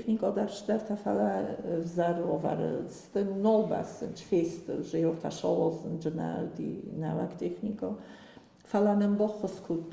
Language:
Ossetic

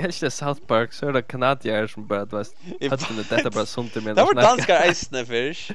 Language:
Faroese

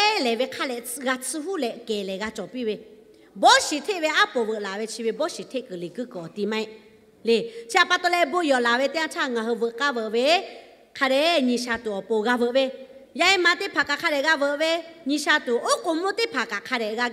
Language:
Lahu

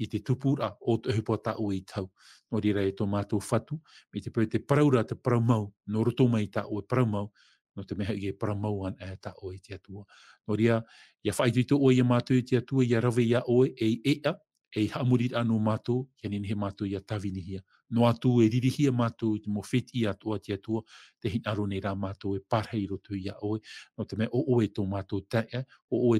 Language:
Tahitian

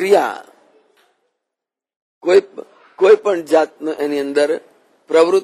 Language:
Gujarati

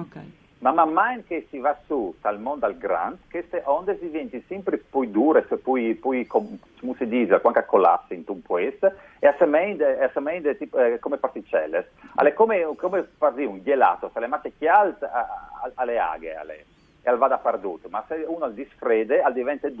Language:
Friulian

